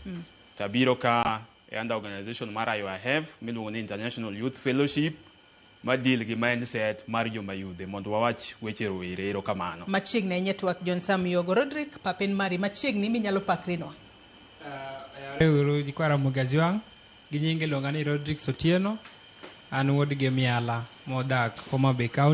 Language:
Luo (Kenya and Tanzania)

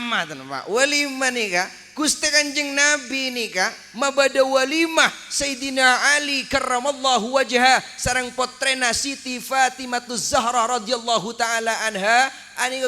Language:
Madurese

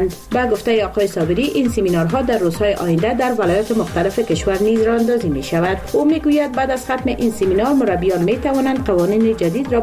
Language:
Persian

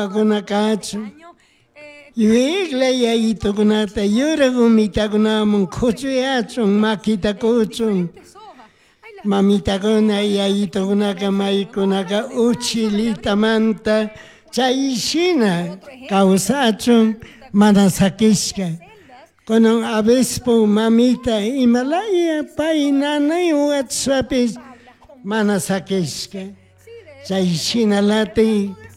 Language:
Chimborazo Highland Quichua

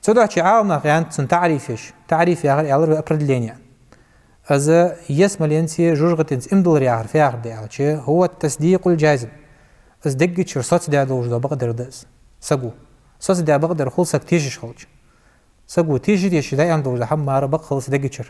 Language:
Ingush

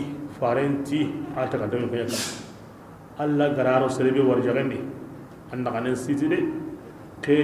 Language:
Bambara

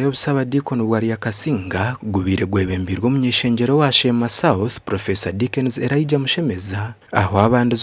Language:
Nyankole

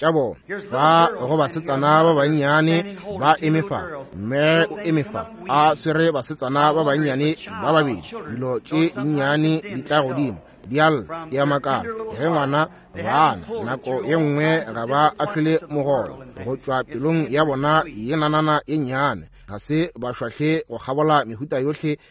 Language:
Northern Sotho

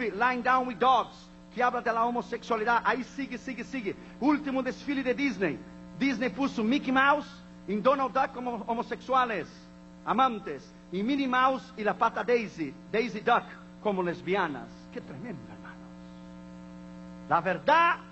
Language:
Spanish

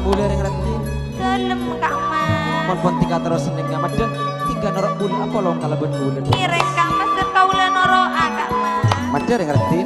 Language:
Madurese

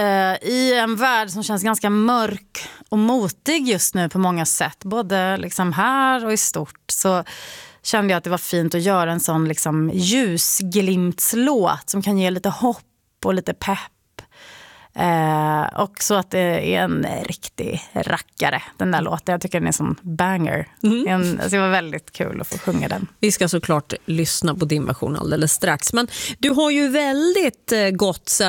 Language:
Swedish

